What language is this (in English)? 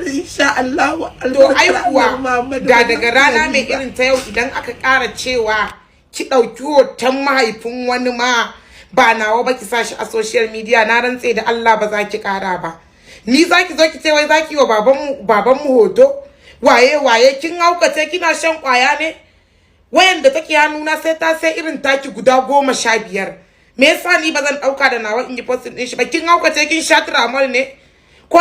Hausa